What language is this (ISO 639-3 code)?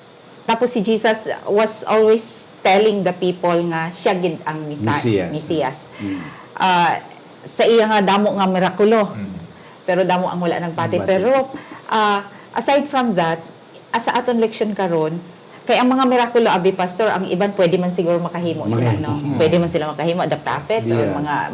hil